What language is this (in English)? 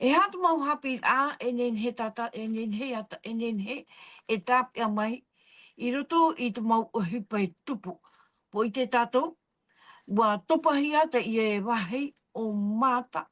Tahitian